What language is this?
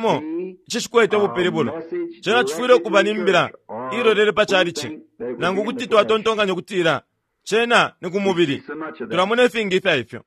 Bemba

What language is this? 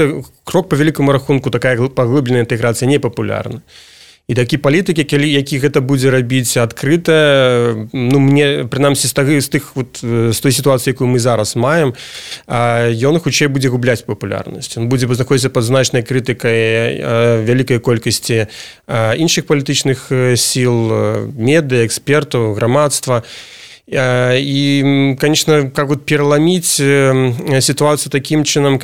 Belarusian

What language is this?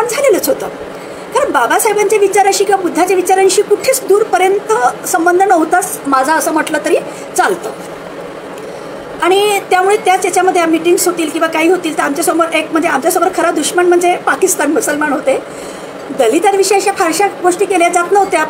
Marathi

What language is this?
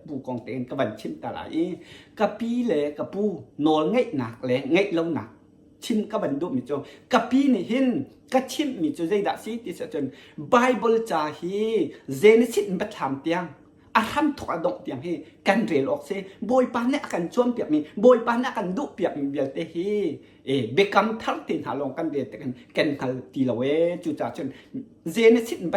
Hakha Chin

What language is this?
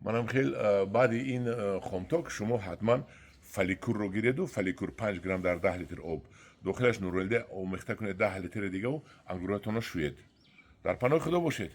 Tajik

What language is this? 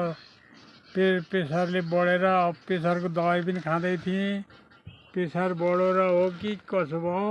Nepali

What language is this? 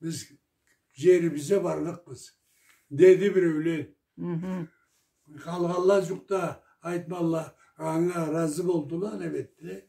Karachay-Balkar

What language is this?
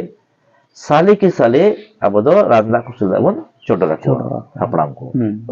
Santali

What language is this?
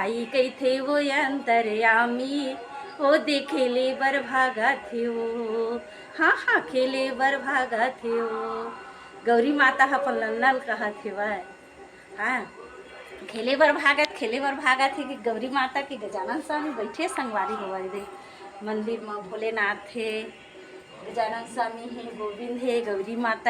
Chhattisgarhi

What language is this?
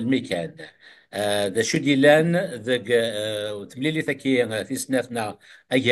Kabyle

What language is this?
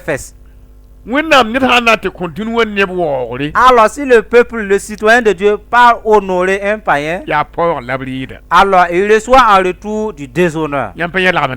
Mossi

